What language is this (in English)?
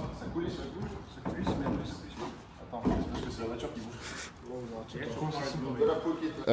French